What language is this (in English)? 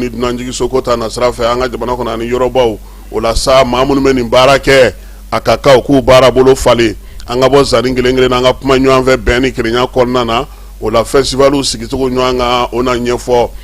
Bambara